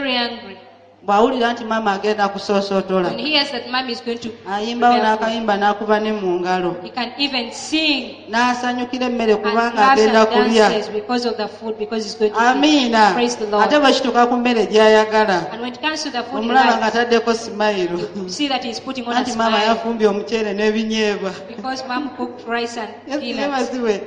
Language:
Ganda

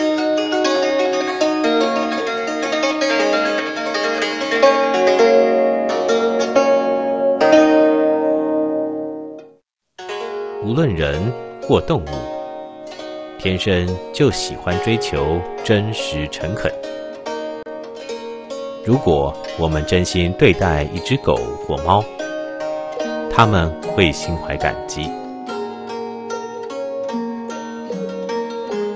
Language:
Chinese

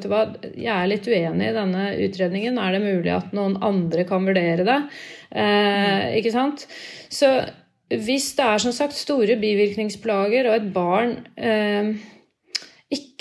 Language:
Norwegian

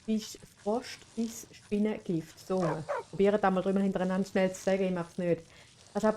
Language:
Swiss German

